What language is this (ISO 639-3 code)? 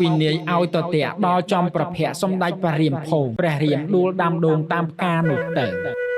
khm